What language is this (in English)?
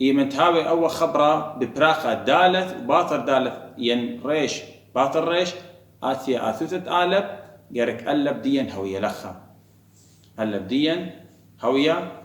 Assyrian Neo-Aramaic